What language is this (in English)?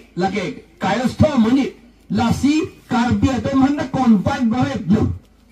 Karbi